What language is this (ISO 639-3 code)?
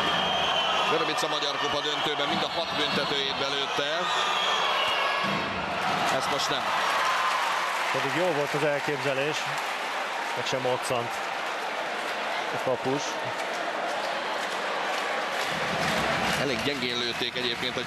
hun